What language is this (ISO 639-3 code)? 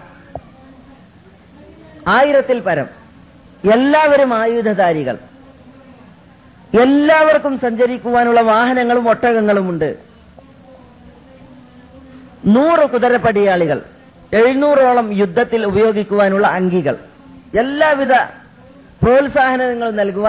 mal